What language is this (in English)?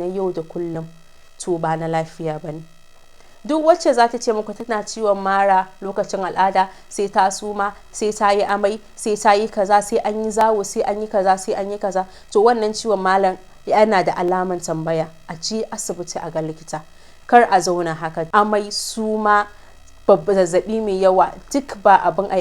Hausa